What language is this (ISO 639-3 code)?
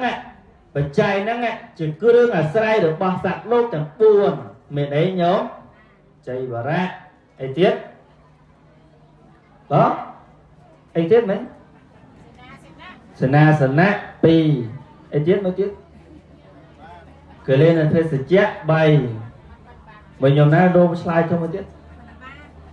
khm